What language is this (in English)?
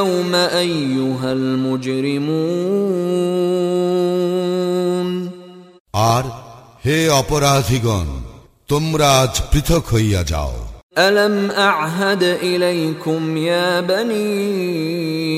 Bangla